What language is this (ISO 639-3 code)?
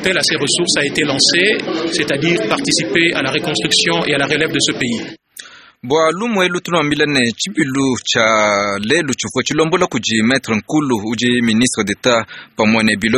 lua